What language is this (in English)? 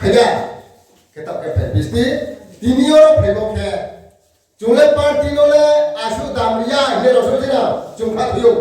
Riang (India)